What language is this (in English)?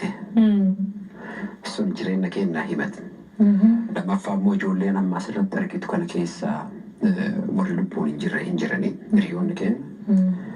Oromo